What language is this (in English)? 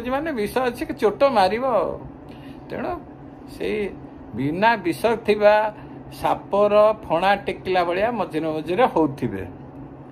Odia